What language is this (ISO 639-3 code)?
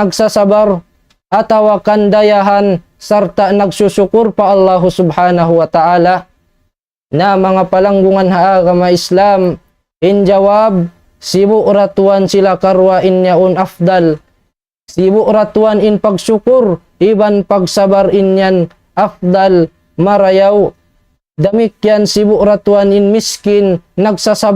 tsg